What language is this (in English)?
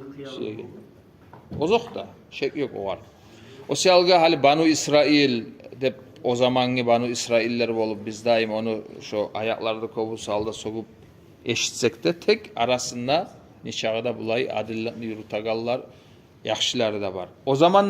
Kumyk